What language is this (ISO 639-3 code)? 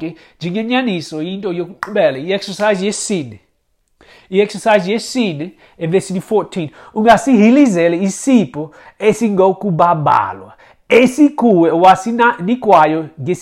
xho